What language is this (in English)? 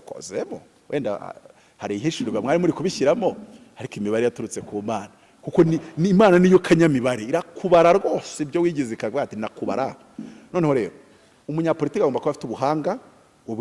Kinyarwanda